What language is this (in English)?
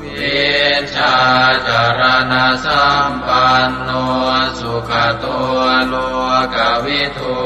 Pali